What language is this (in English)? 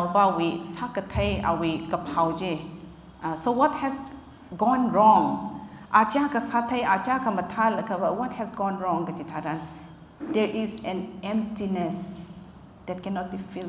Tangkhul Naga (India)